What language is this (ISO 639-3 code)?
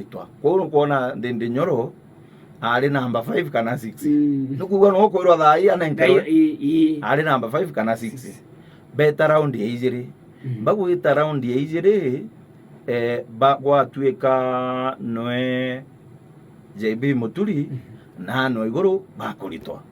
mer